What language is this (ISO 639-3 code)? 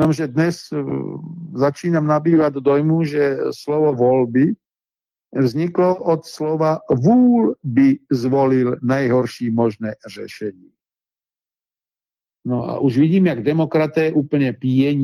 ces